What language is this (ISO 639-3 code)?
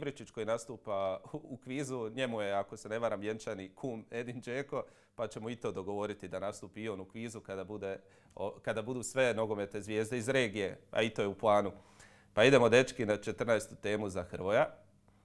hrv